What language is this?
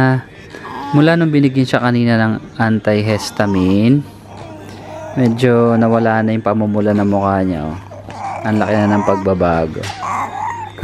Filipino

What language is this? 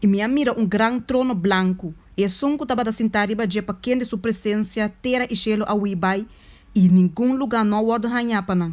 Papiamento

